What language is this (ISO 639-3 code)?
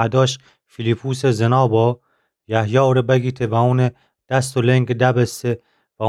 glk